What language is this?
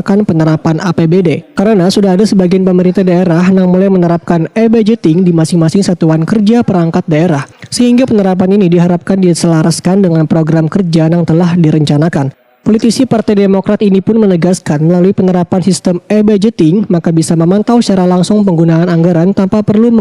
Banjar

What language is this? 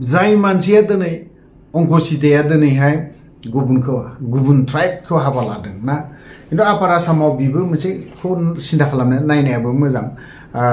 Bodo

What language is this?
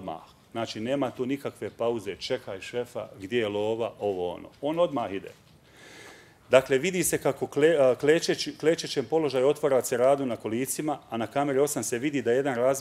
Bosnian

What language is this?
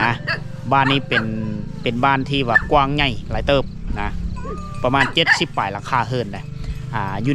Lao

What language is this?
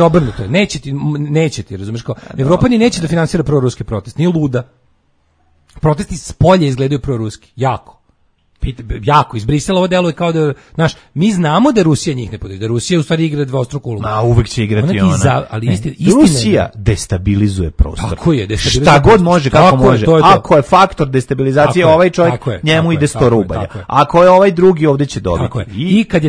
Serbian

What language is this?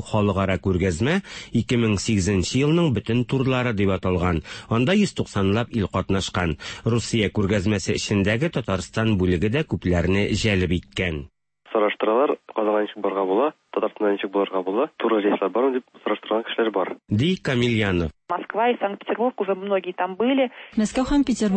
Tatar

